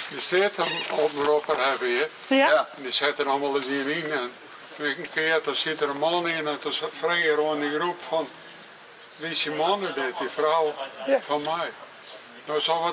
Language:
Western Frisian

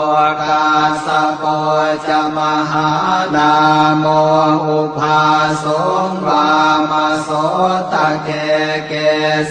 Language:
Pali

